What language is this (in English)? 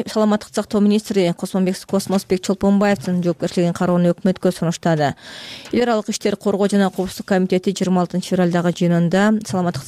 Kyrgyz